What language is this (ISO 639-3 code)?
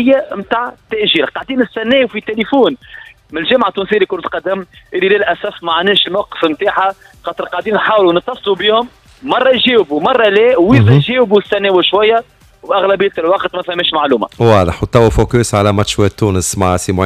aeb